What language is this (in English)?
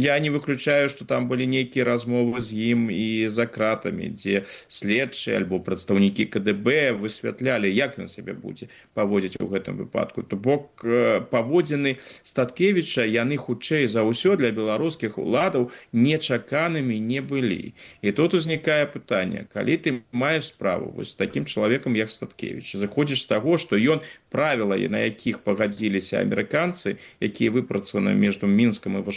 Belarusian